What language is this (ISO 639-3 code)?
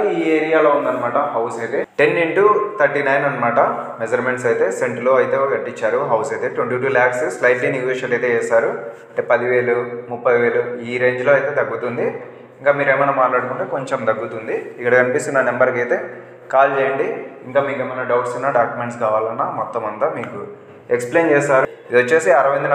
tel